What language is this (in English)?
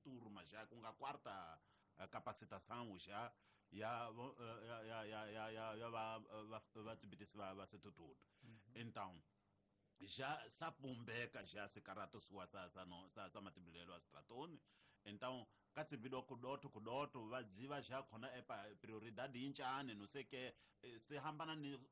Tsonga